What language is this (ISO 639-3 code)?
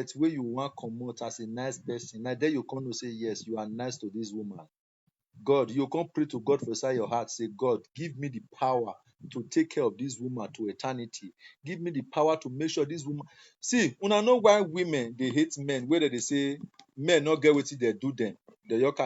pcm